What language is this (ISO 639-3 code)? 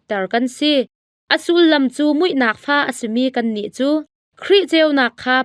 cnh